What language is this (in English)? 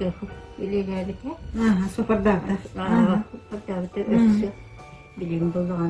Yakut